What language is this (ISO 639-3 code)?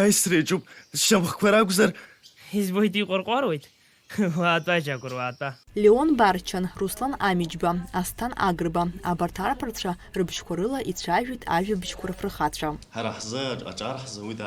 abk